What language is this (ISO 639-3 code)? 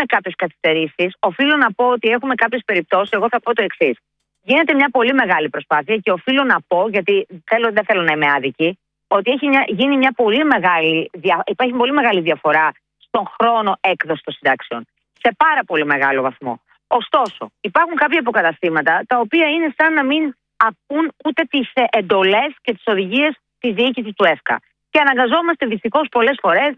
ell